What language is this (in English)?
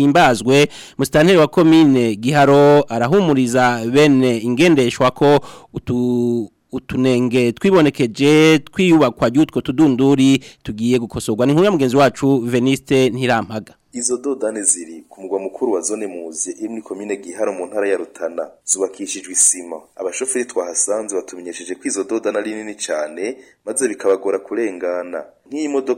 Rundi